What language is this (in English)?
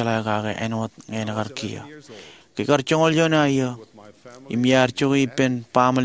Marshallese